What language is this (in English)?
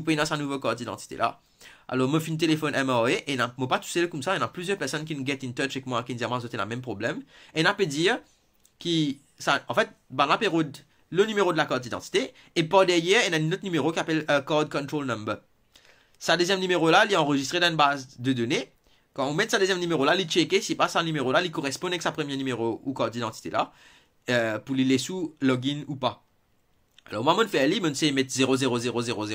Morisyen